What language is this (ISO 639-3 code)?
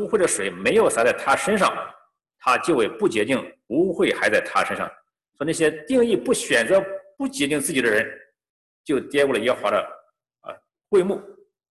zho